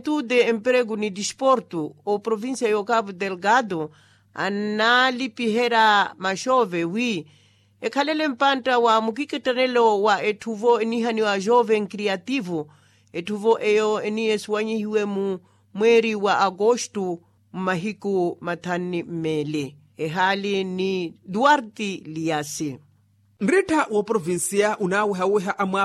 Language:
Makhuwa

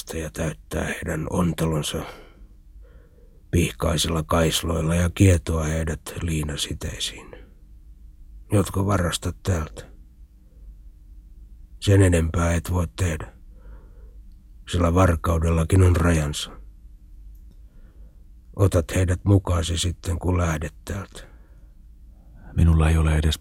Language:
Finnish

